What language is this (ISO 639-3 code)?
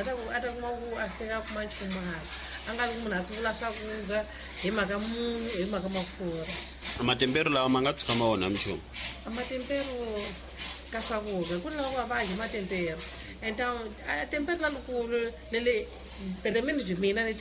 tso